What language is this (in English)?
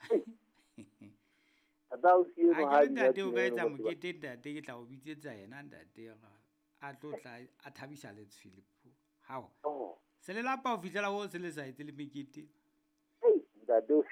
Southern Sotho